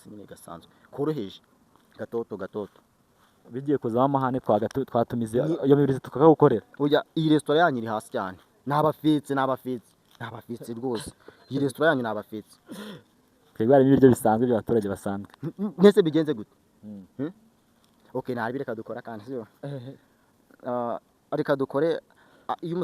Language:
Kinyarwanda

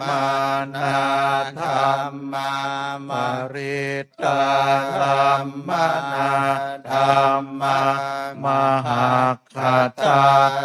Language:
Pali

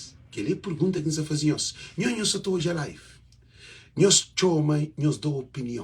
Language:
Kabuverdianu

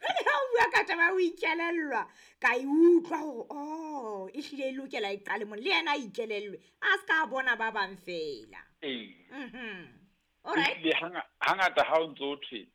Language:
Southern Sotho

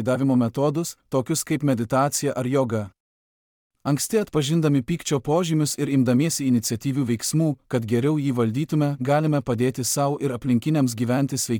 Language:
Lithuanian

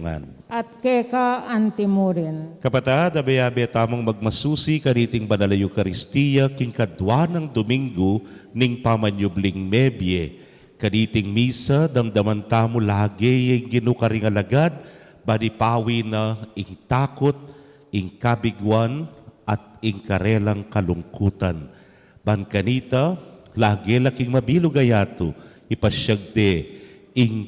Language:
Pampanga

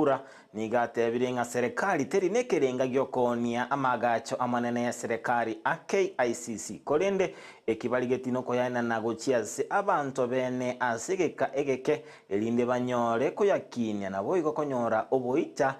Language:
Gusii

